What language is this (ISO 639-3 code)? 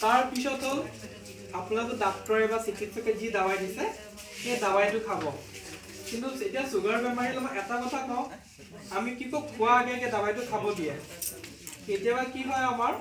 asm